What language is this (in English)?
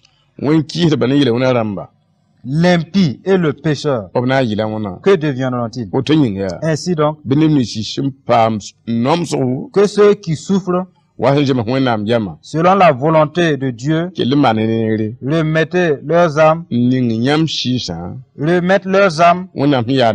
Mossi